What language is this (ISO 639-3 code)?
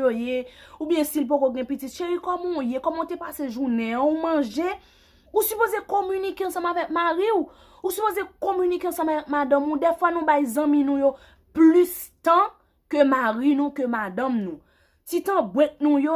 hat